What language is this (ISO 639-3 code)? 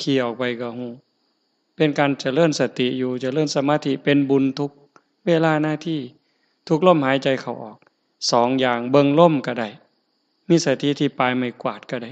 tts